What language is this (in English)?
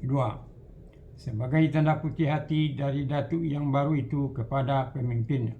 Minangkabau